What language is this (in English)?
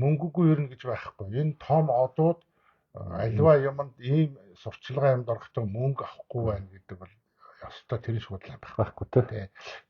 Mongolian